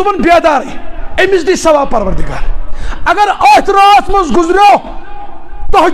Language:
Kashmiri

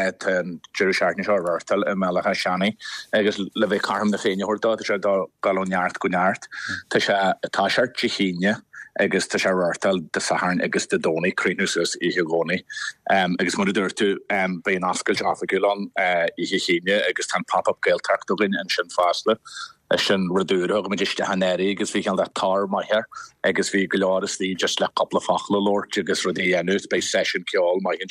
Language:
Irish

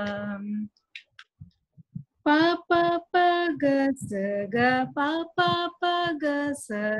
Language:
Telugu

